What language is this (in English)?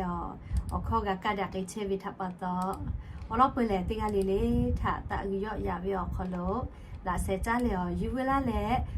Lahu